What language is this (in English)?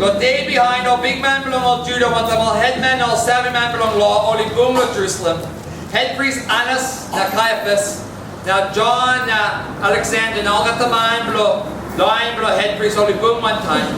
Tok Pisin